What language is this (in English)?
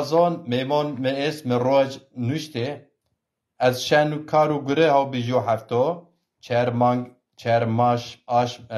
Zaza